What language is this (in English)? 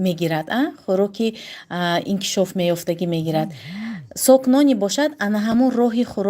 Tajik